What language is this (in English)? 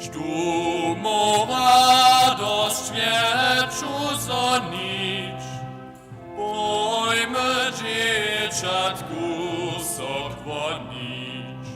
Upper Sorbian